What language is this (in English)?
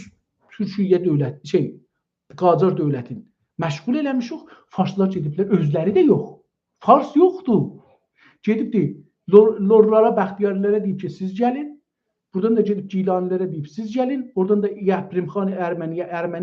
South Azerbaijani